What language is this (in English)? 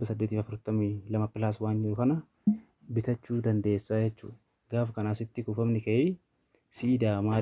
Oromo